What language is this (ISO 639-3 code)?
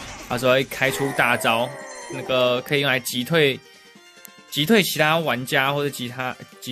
zho